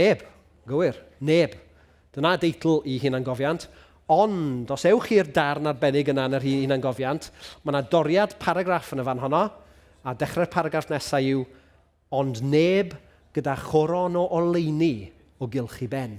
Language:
Welsh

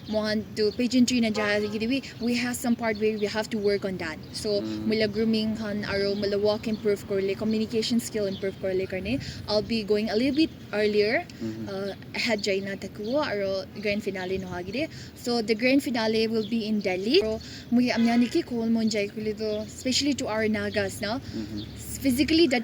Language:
Naga Pidgin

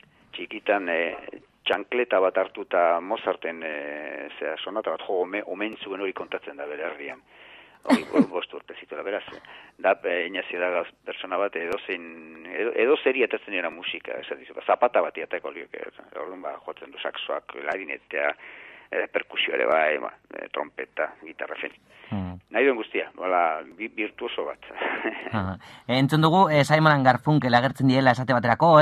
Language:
Basque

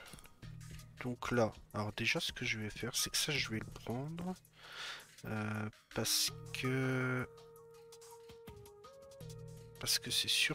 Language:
French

